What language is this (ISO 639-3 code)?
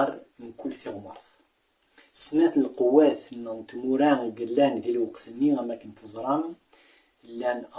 kab